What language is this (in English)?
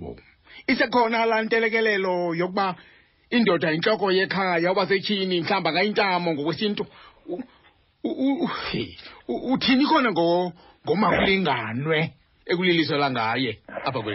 Xhosa